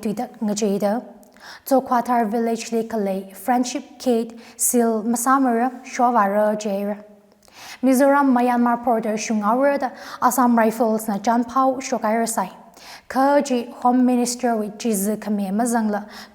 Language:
Tangkhul Naga (India)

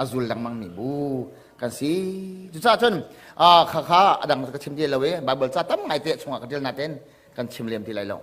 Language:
Hakha Chin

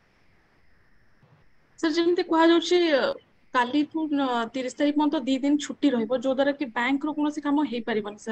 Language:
Odia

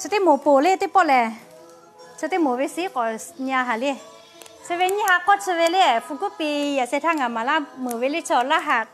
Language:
Lahu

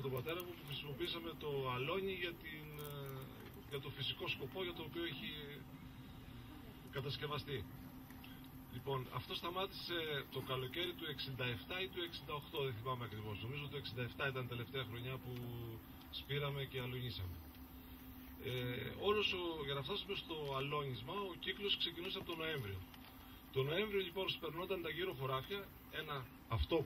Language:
Greek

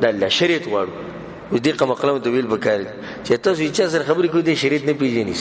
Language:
Pashto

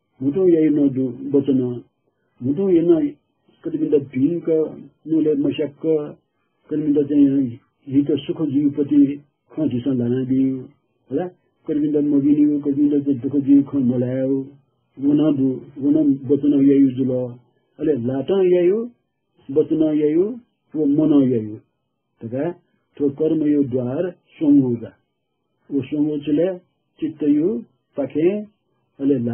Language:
Newari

